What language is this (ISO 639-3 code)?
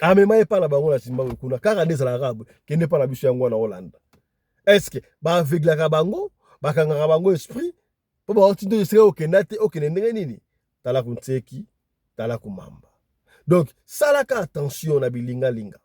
lin